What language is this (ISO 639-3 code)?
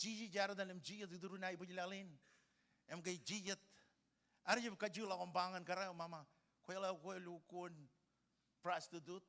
mah